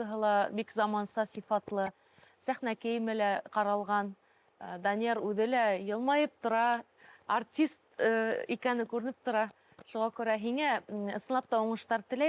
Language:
Bashkir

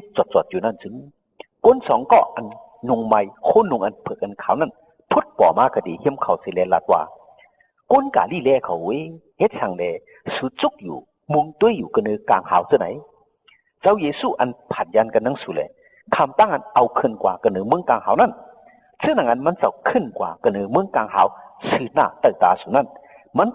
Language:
Shan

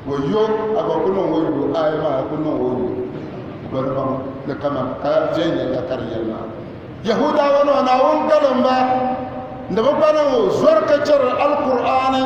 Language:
Dagbani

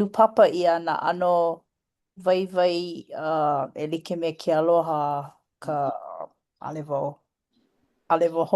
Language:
Hawaiian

